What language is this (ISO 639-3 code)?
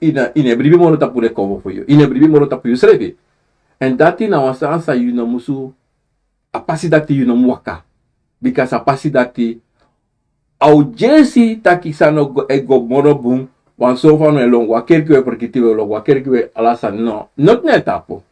srn